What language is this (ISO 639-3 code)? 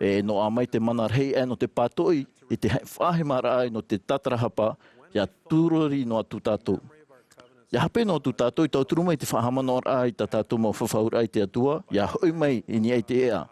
tah